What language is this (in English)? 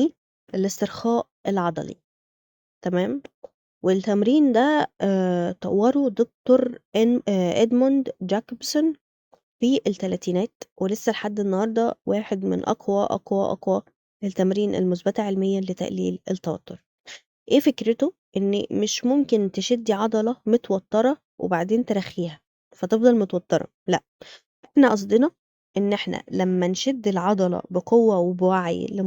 Egyptian Arabic